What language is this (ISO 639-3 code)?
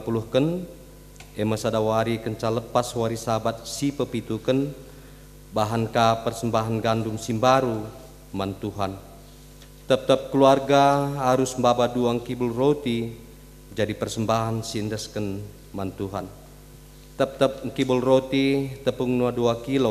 btx